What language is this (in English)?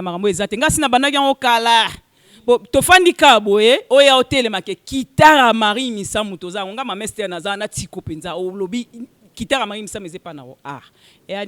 Lingala